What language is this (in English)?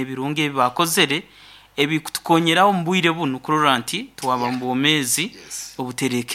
Nyoro